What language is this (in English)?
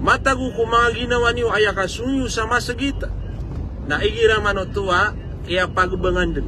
Maranao